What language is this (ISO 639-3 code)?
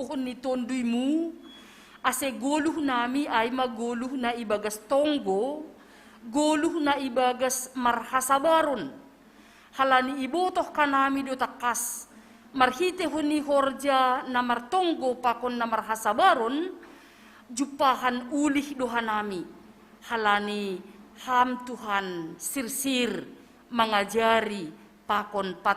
bts